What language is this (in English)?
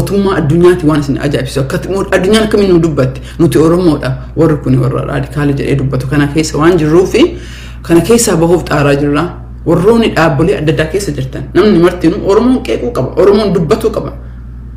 Oromo